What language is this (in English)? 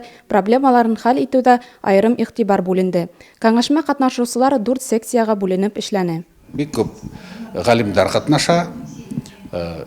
Bashkir